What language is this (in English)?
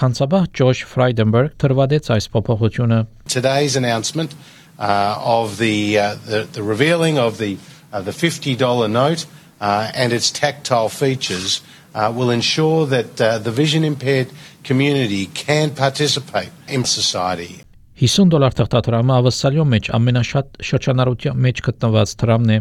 Armenian